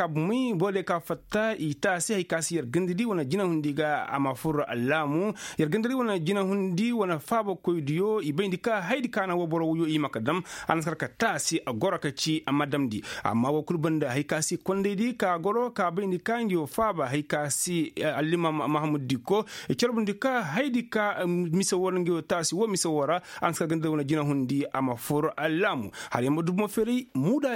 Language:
Koyraboro Senni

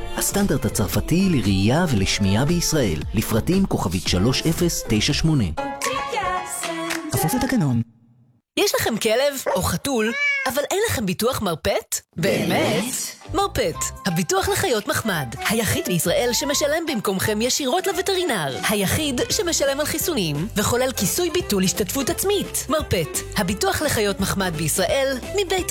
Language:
Hebrew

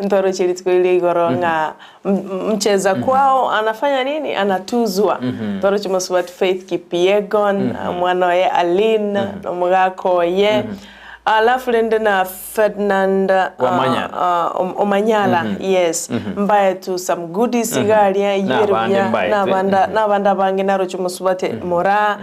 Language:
Gusii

